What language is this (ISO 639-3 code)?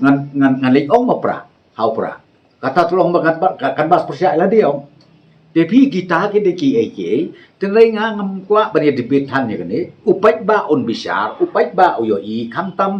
kha